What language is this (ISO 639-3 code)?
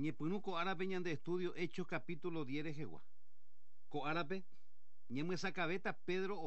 grn